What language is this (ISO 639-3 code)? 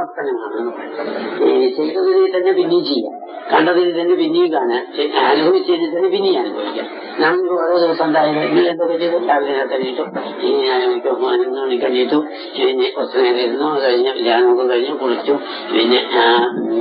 mal